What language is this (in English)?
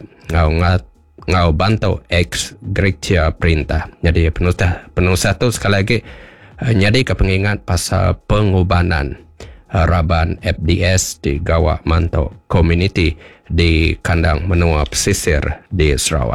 Iban